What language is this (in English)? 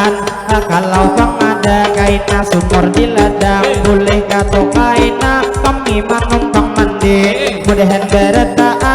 Banjar